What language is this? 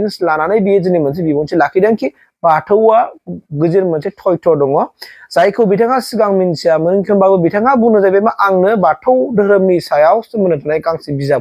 Bodo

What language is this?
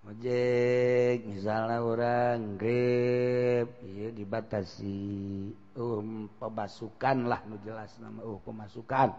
Sundanese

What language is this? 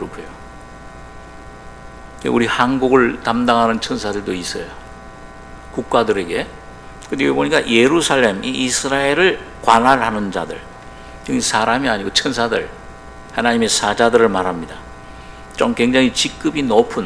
Korean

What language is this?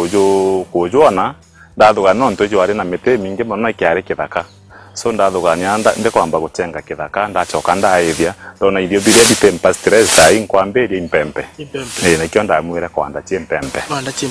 Meru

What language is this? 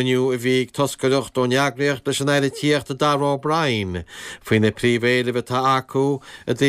Irish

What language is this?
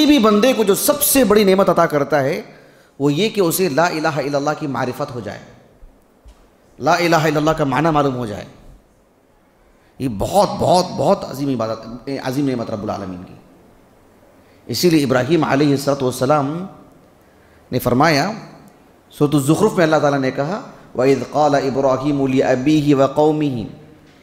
Urdu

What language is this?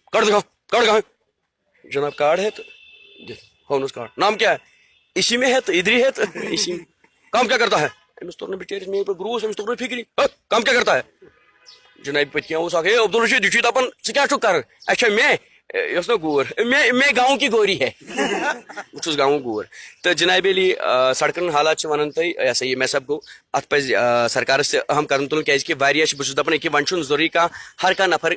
Kashmiri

